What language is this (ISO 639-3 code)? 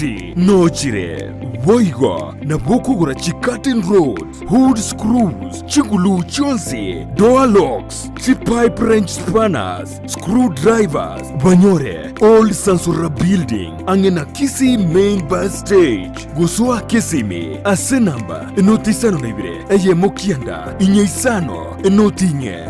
guz